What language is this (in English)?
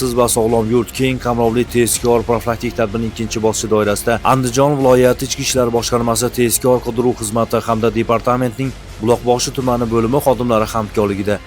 Uzbek